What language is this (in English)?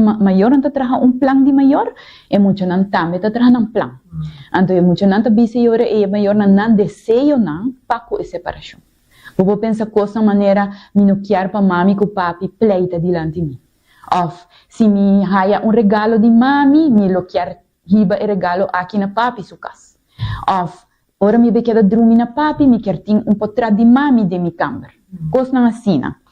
Papiamento